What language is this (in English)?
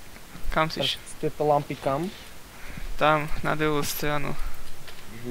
Slovak